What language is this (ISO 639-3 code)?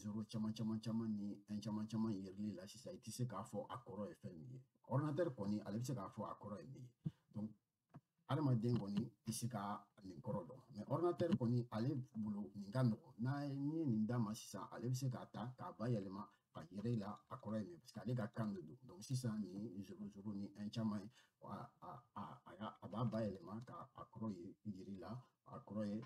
bam